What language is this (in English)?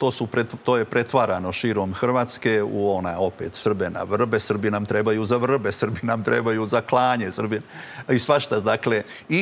Serbian